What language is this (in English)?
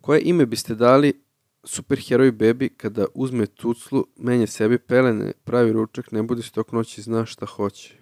Serbian